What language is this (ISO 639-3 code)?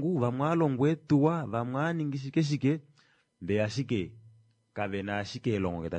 kua